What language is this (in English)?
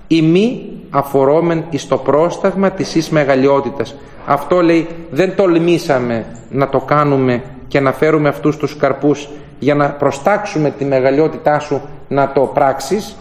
Greek